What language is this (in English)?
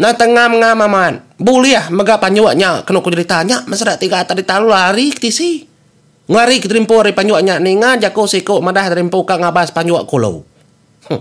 Iban